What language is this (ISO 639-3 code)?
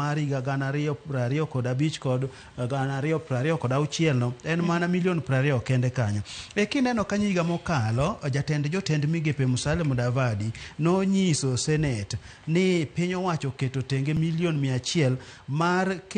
luo